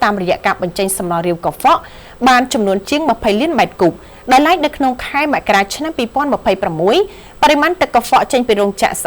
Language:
Khmer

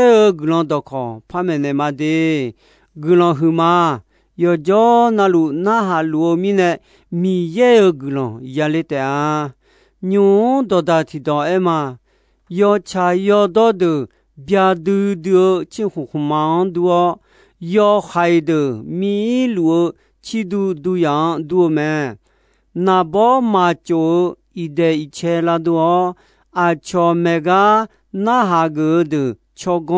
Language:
Akha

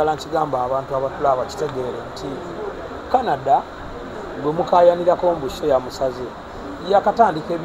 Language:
Ganda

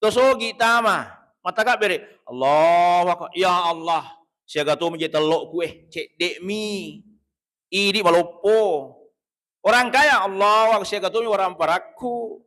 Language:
Buginese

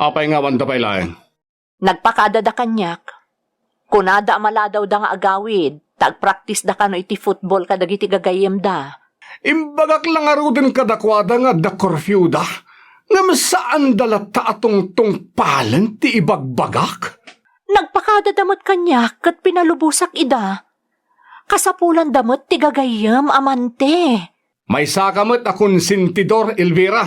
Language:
Iloko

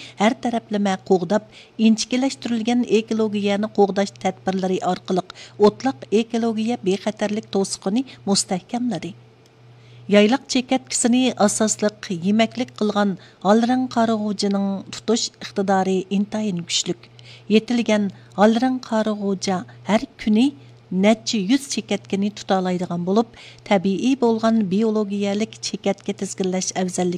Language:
Uyghur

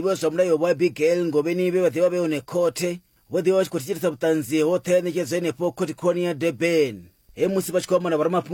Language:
Venda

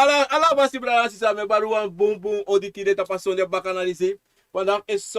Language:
Sranan Tongo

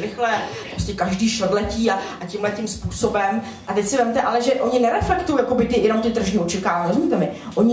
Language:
Czech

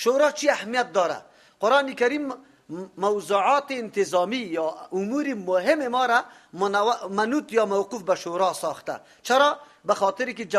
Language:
Persian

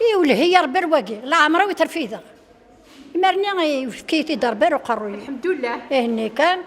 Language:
Kabyle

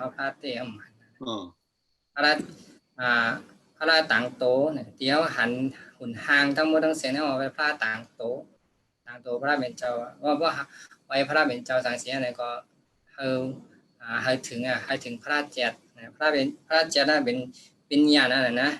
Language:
Shan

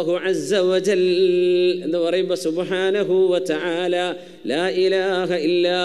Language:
Malayalam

